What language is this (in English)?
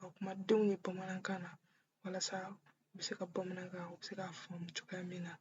Bambara